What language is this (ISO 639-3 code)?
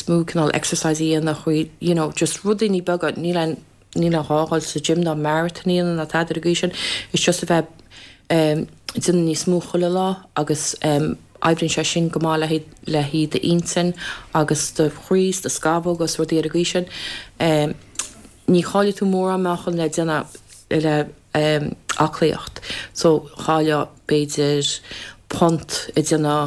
gle